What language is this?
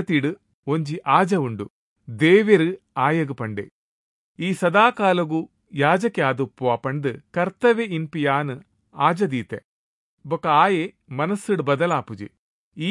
Tulu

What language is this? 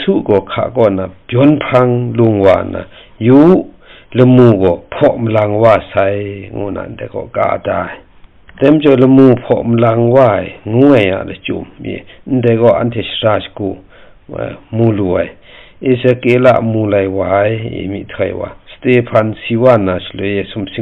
Kachin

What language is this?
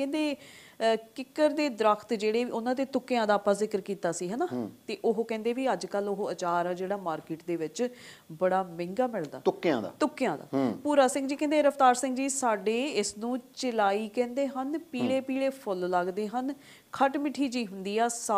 Punjabi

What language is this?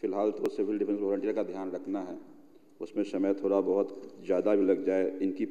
Hindi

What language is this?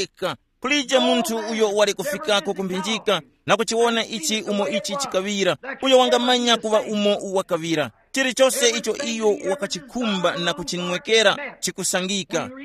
Tumbuka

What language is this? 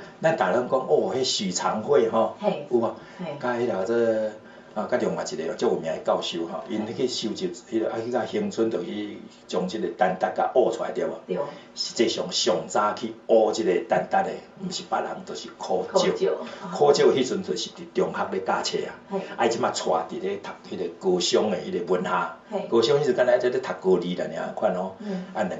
Min Nan Chinese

